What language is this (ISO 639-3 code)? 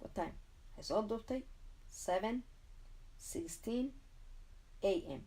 som